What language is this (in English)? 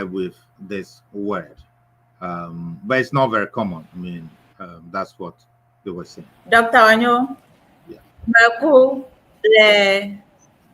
Ewe